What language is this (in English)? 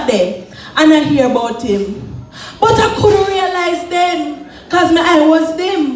Jamaican Creole English